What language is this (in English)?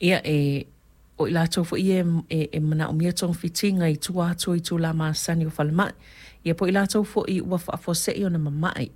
Samoan